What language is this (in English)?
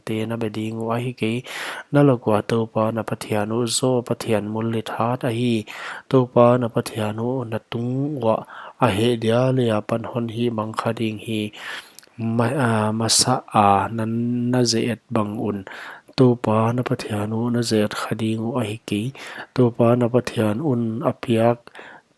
Paite Chin